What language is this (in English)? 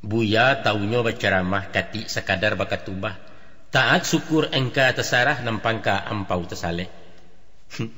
Minangkabau